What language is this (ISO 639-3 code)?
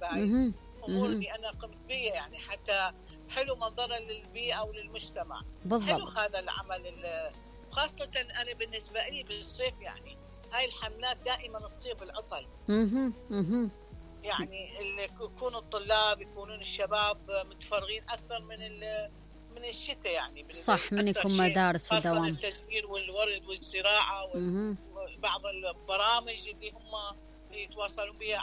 acm